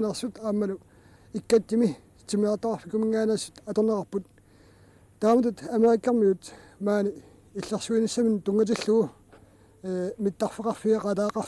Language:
Kalaallisut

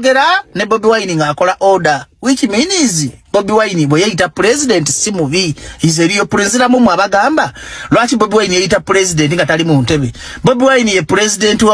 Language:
Ganda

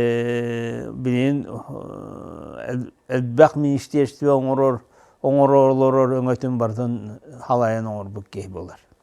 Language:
Yakut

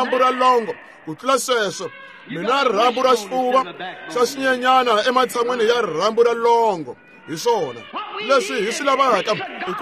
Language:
Tsonga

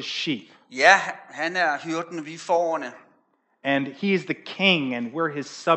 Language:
Danish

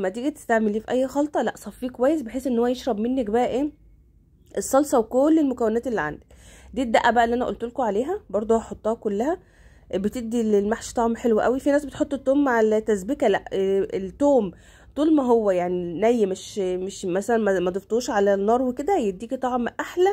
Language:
Egyptian Arabic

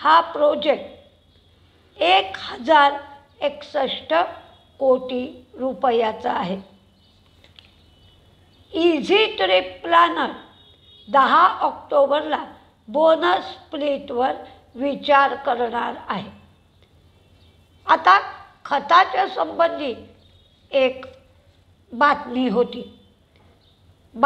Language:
Marathi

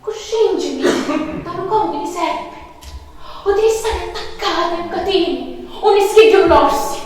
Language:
Sicilian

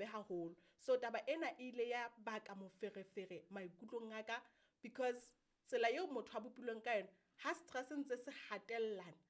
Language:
Southern Sotho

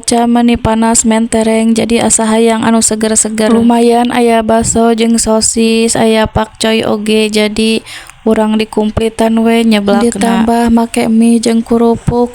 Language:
Sundanese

